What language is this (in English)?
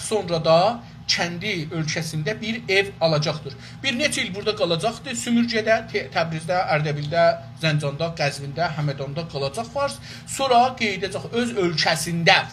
South Azerbaijani